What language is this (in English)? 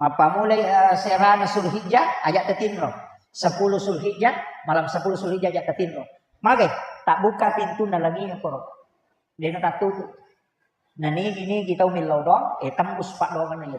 Buginese